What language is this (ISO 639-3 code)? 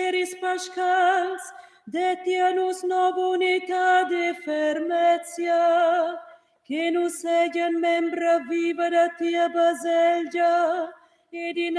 roh